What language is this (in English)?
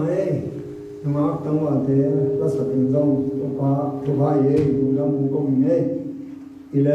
Tedim Chin